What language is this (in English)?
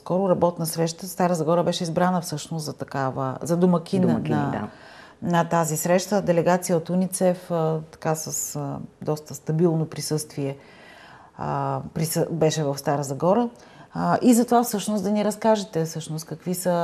Bulgarian